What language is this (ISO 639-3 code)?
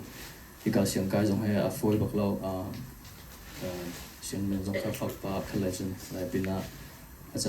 cnh